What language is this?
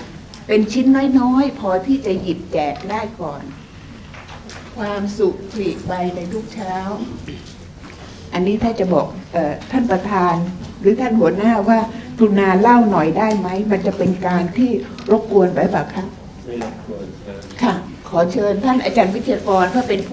Thai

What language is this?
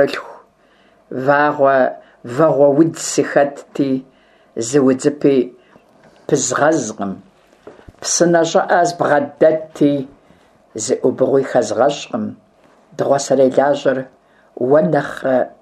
Kabardian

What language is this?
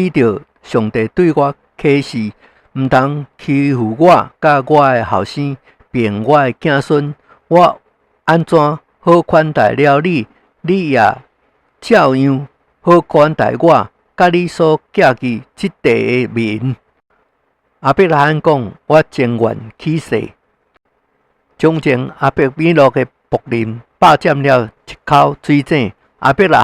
Min Nan Chinese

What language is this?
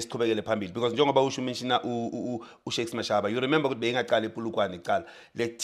Zulu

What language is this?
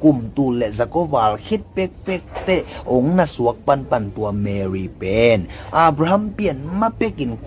Tedim Chin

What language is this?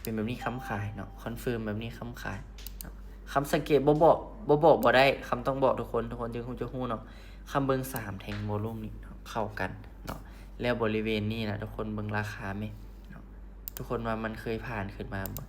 Lao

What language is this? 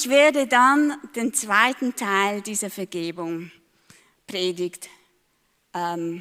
Swiss German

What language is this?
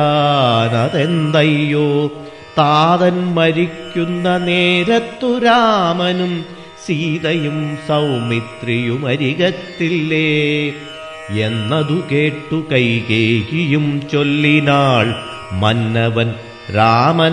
Malayalam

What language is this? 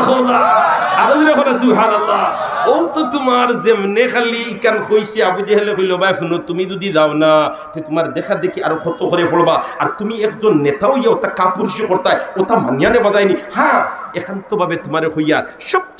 Sylheti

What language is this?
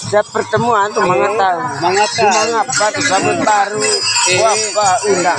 Makassar Malay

